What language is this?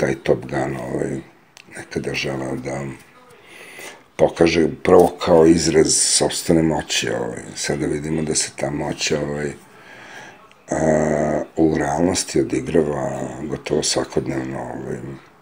Serbian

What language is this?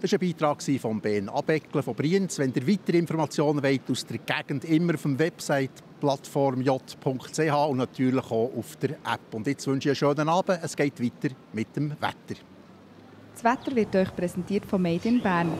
Swiss German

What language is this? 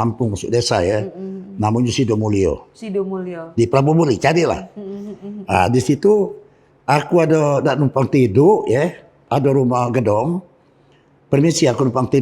Musi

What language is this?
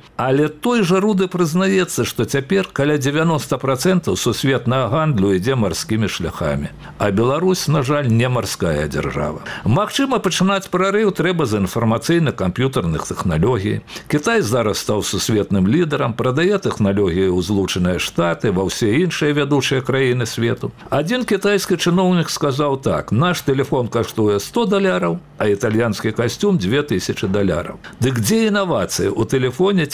Belarusian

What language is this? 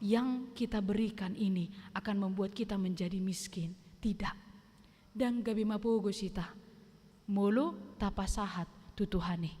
Batak Toba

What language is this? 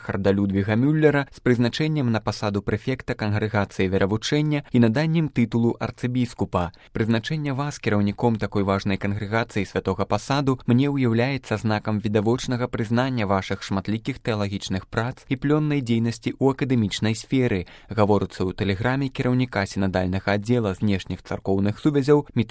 Belarusian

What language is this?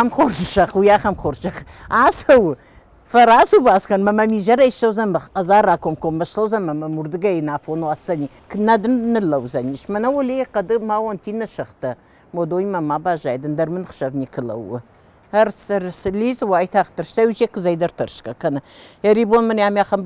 Ossetic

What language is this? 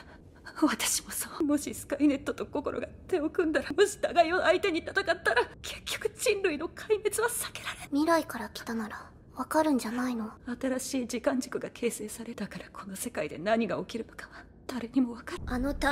Japanese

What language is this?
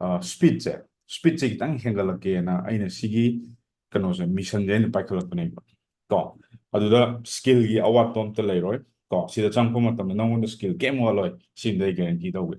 Manipuri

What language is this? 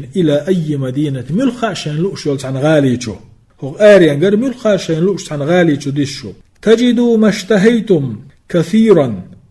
Chechen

